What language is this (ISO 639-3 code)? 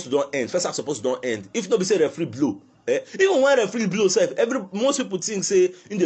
pcm